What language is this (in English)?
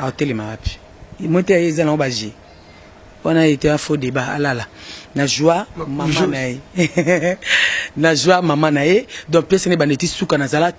Lingala